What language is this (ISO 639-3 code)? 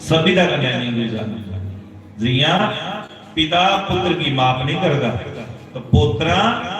doi